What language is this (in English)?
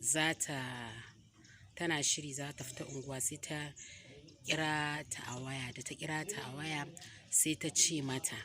Hausa